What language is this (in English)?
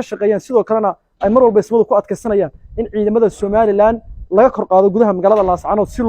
Somali